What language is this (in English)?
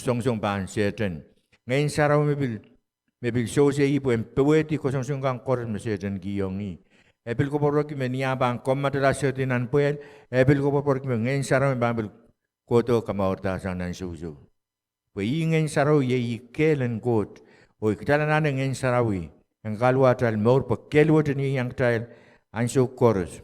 Pohnpeian